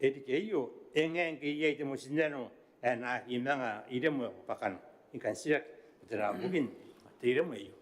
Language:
Gilbertese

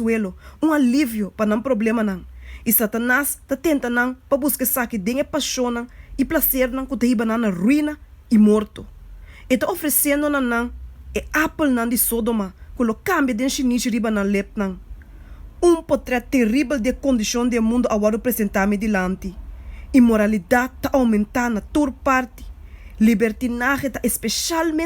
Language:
Papiamento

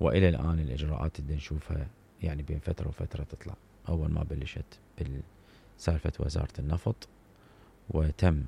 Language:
Mesopotamian Arabic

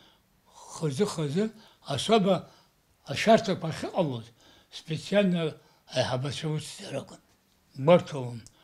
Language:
Abkhazian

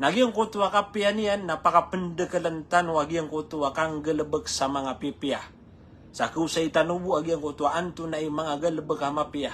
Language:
Maranao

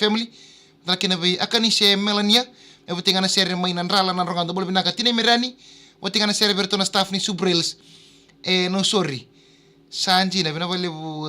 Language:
Fijian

